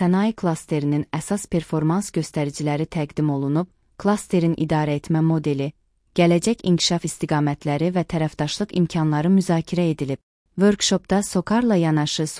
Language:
Azerbaijani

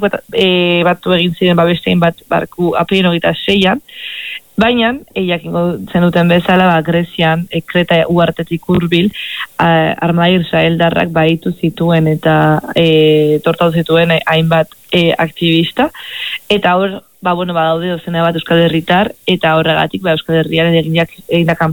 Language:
Basque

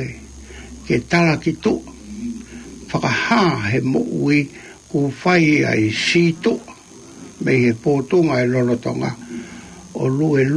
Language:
Tongan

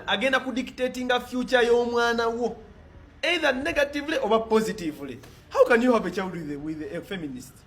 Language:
Ganda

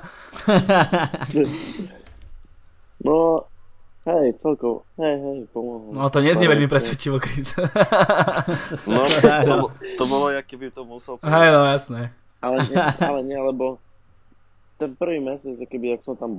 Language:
Slovak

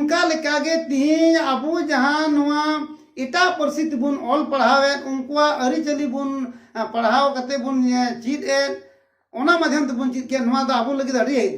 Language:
Santali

